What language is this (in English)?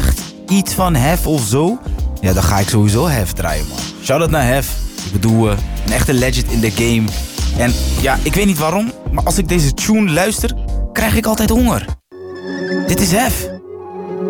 Dutch